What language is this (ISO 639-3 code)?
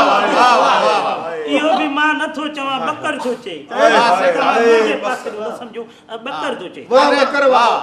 snd